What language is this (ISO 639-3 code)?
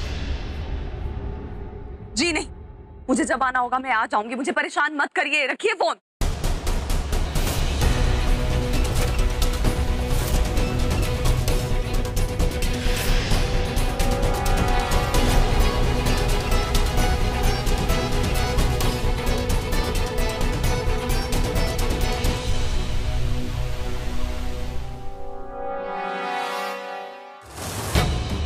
hin